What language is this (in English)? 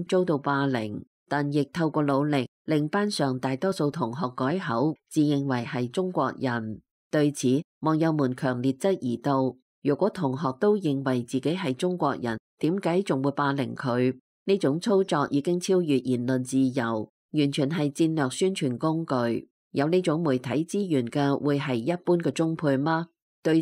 Cantonese